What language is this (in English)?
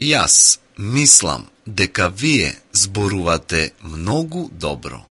Macedonian